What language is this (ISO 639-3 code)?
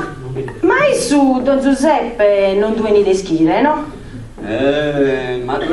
srd